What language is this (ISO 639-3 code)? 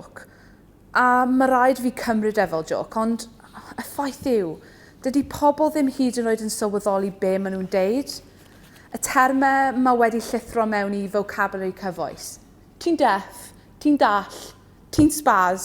cym